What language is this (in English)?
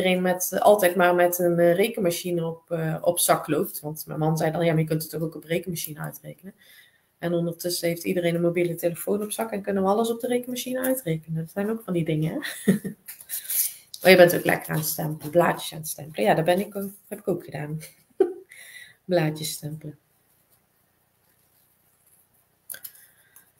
Dutch